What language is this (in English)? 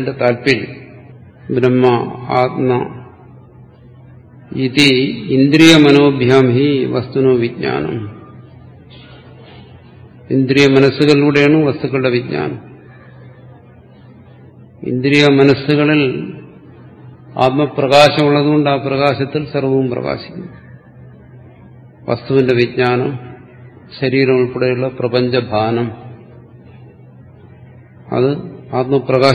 Malayalam